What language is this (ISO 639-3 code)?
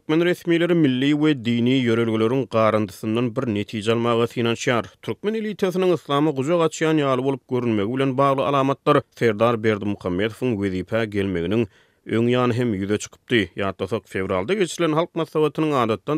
tuk